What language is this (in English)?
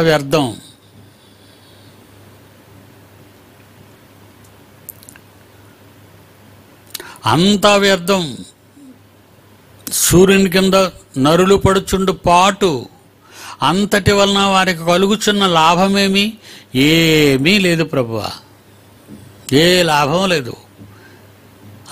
Telugu